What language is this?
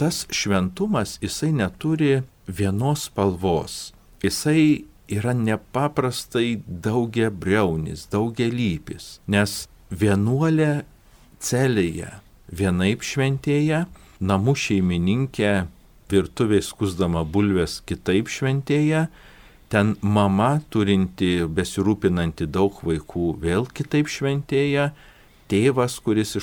Lithuanian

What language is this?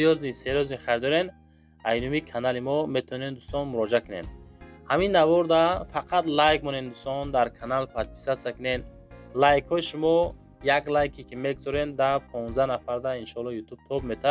Tajik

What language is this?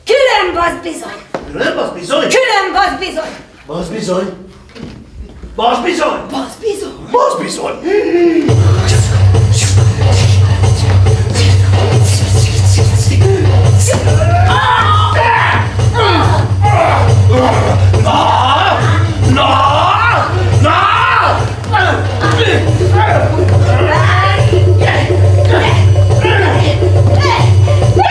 Hungarian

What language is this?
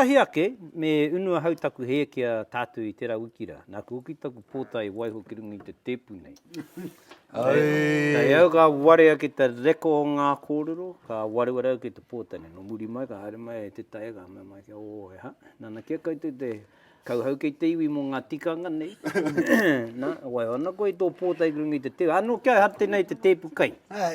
Māori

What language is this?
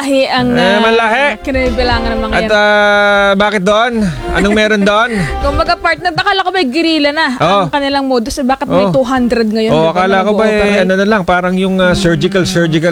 Filipino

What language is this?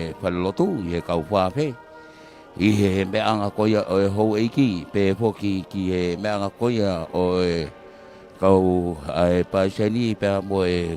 Tongan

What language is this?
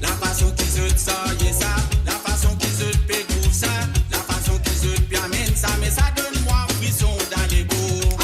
Morisyen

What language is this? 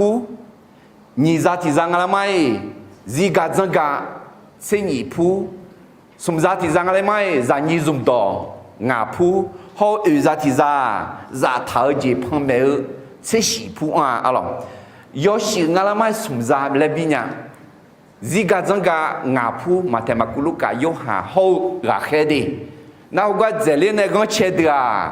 Akha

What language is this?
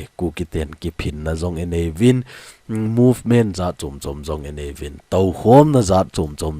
Thado Chin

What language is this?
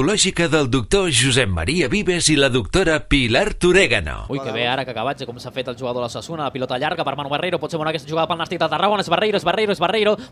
Catalan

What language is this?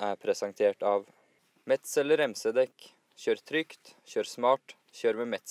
Norwegian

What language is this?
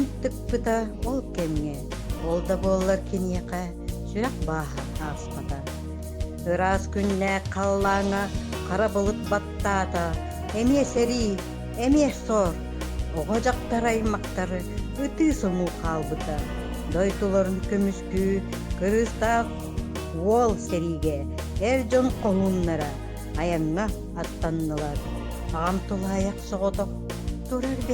Yakut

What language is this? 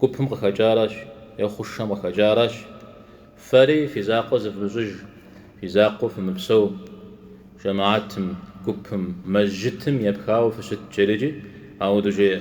Kabardian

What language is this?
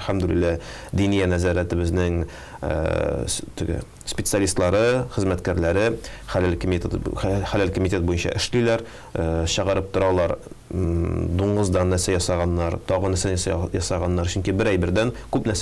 Tatar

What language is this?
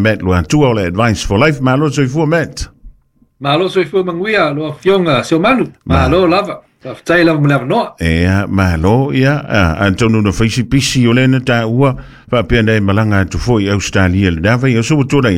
Samoan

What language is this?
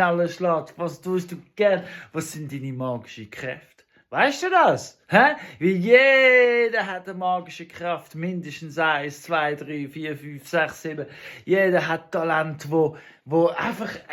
Swiss German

